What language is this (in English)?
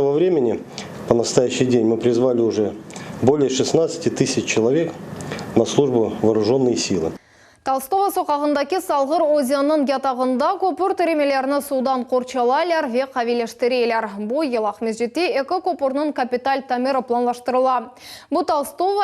Crimean Tatar